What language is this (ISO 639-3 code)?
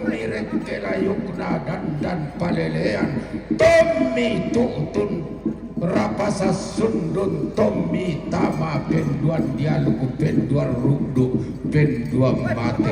sda